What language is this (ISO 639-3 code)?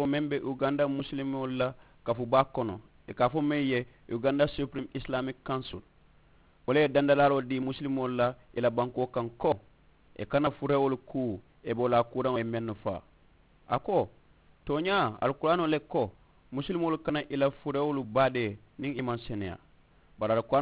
man